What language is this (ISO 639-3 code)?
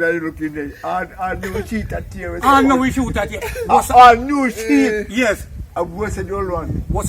jam